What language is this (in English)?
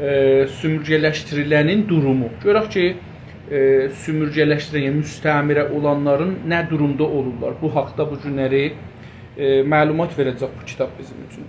South Azerbaijani